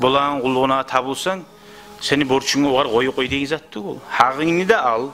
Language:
Kumyk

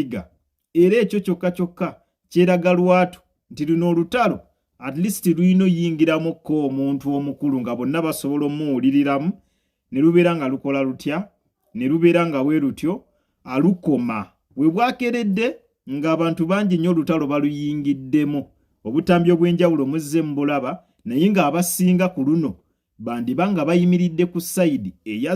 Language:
Ganda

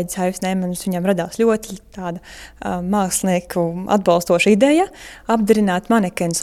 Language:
Latvian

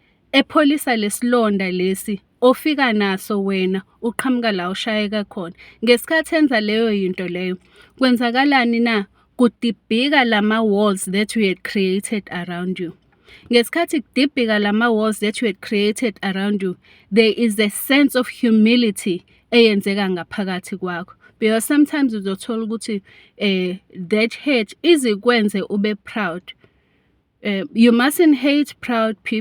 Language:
Zulu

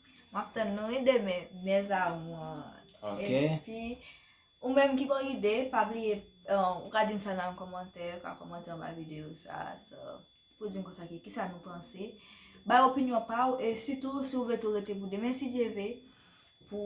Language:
Haitian Creole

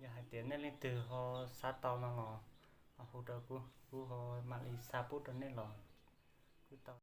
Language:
Hmong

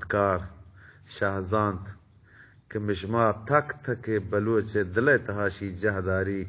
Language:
Eastern Balochi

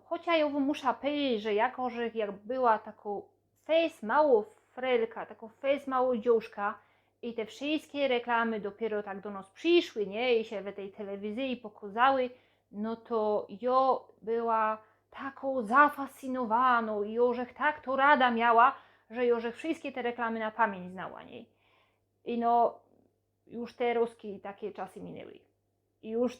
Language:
Silesian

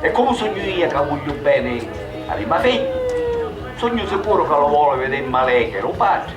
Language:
Sicilian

